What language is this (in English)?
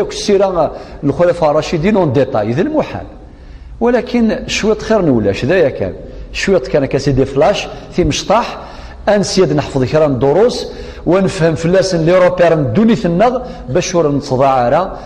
Kabyle